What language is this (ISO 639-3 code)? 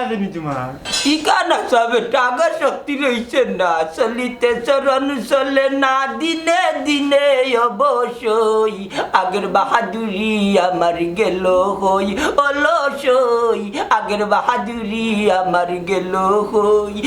syl